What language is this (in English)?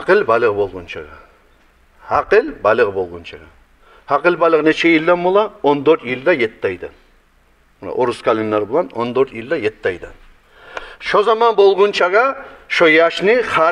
Kumyk